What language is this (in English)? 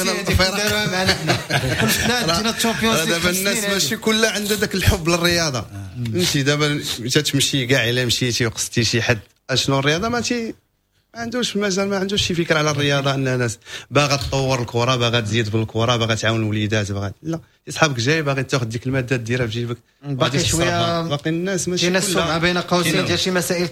Moroccan Arabic